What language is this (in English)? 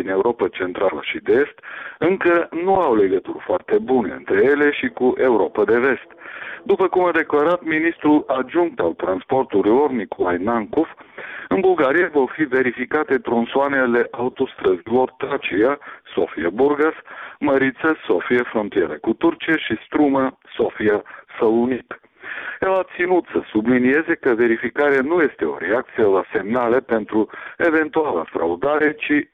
Romanian